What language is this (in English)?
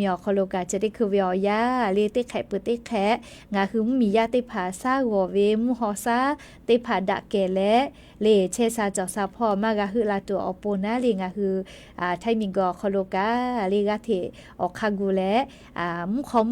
Lahu